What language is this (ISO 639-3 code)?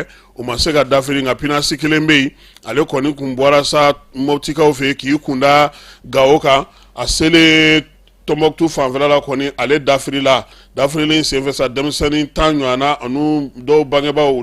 bam